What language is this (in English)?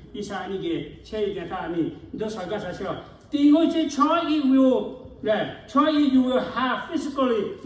Lahu